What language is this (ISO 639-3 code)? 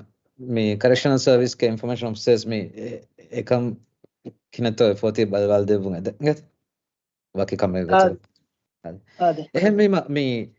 div